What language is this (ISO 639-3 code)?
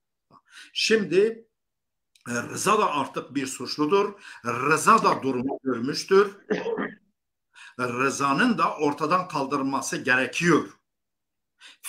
tur